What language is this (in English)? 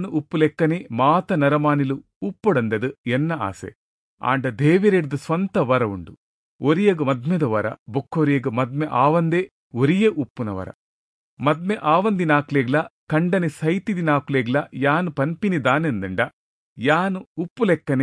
Tulu